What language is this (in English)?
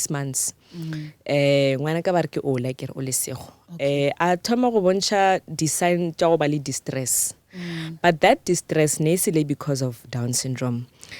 Northern Sotho